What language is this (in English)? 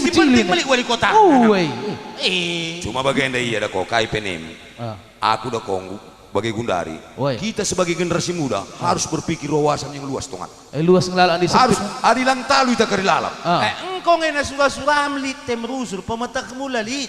Batak Karo